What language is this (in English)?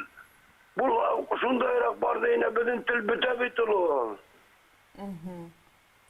Bashkir